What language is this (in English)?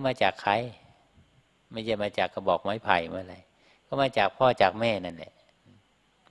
Thai